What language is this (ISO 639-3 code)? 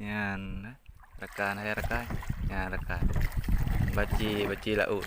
ace